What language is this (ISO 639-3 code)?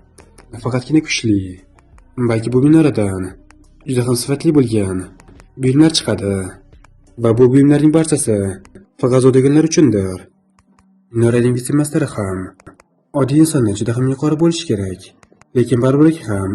uzb